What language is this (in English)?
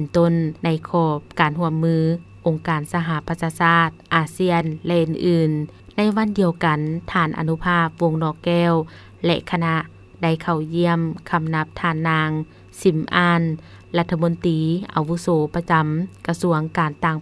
Lao